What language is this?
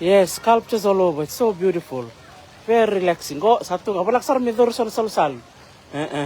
Fijian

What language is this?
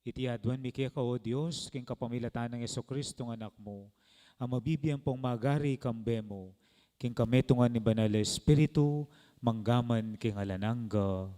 Pampanga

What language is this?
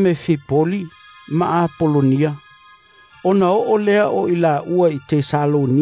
Samoan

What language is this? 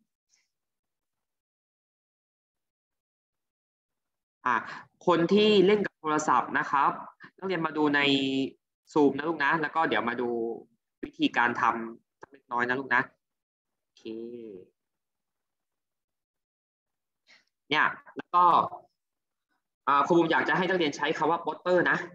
Thai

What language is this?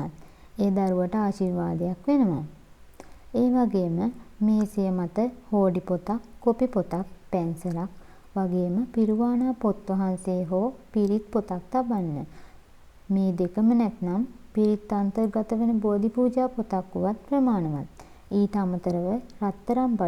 Sinhala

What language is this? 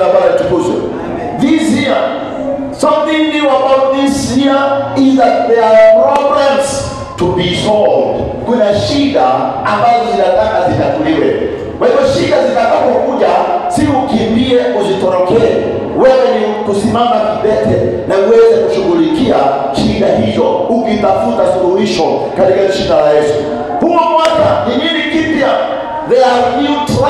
Swahili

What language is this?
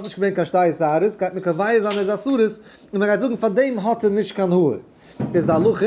Yiddish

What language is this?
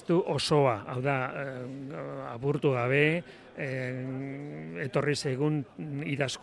Basque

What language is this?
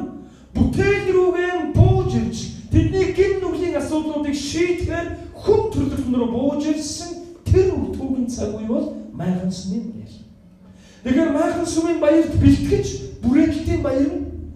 Mongolian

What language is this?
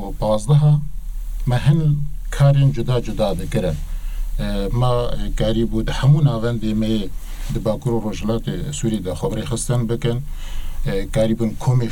Kurdish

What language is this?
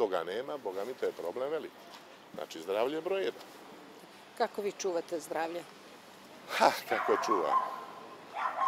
Bosnian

